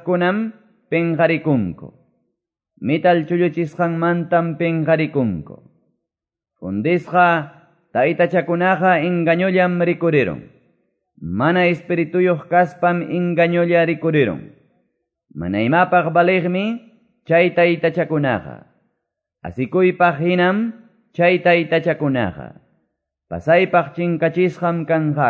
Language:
Quechua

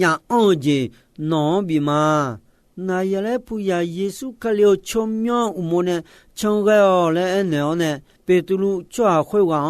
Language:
Akha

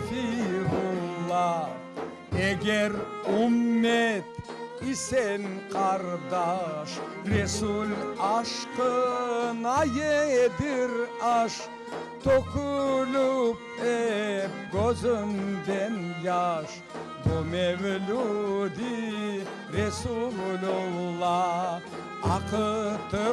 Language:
Crimean Tatar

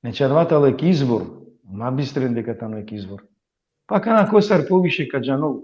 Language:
Balkan Romani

